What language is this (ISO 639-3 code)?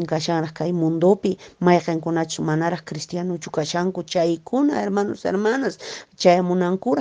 que